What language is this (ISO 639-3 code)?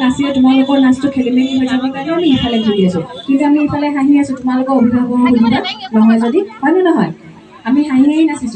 asm